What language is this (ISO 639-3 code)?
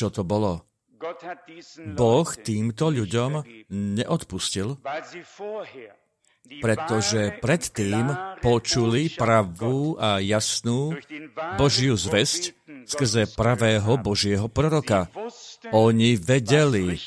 slk